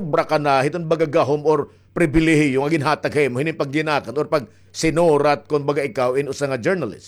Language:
Waray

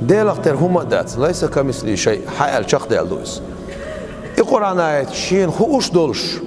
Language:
Chechen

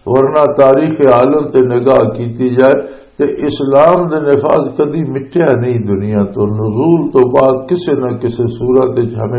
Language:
Western Panjabi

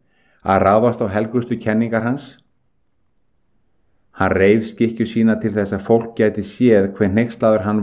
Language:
Icelandic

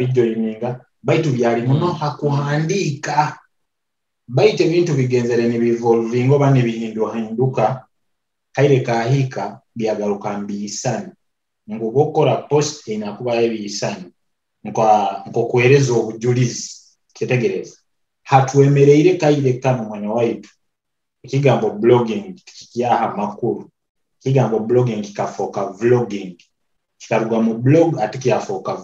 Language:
Nyoro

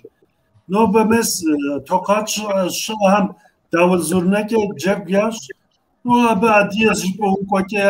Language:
Kabardian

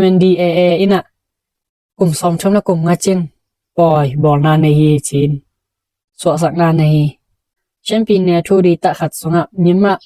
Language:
Tedim Chin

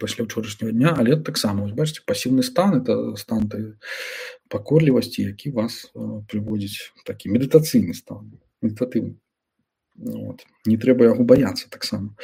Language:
Belarusian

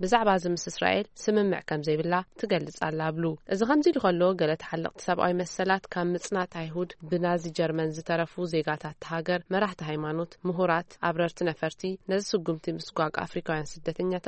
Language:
Tigrinya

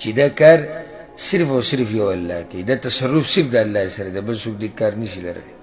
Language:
Pashto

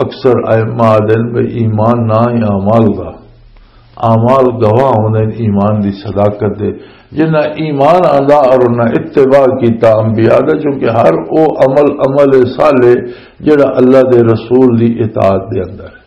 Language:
Western Panjabi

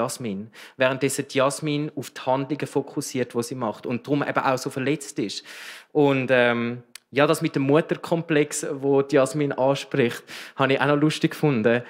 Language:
Swiss German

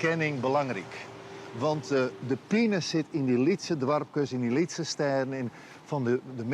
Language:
Western Frisian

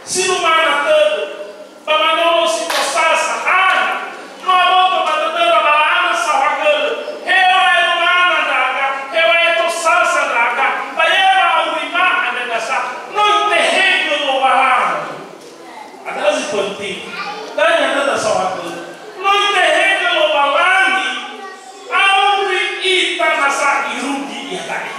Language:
Nias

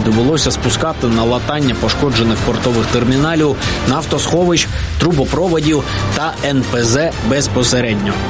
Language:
Ukrainian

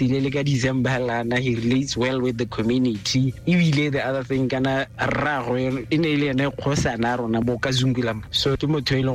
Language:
Tswana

